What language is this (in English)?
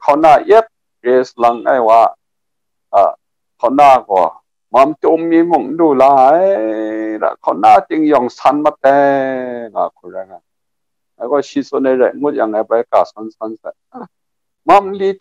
Kachin